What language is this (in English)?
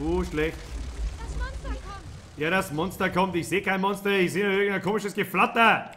Bavarian